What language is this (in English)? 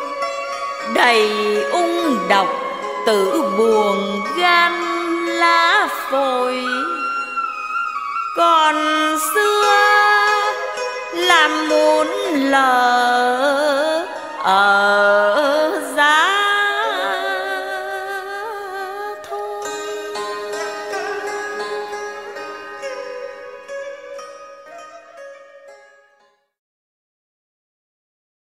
Vietnamese